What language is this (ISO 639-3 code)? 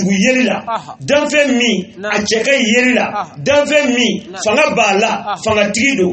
bam